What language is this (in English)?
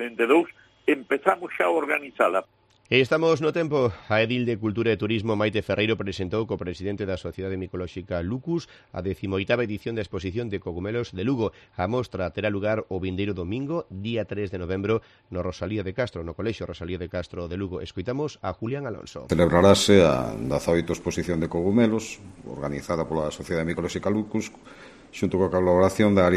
Galician